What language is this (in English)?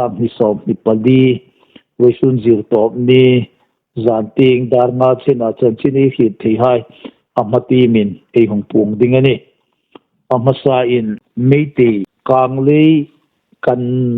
Hmar